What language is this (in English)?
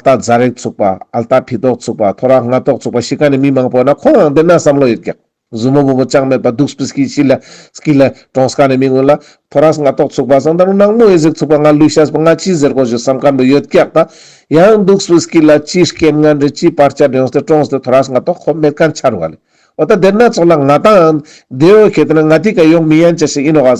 Ladakhi